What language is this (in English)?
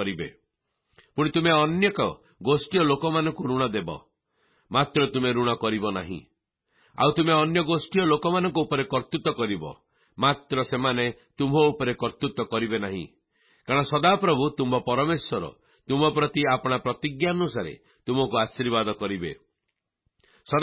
Odia